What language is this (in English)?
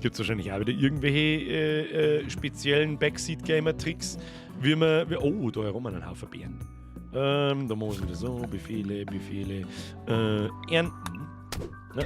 Bavarian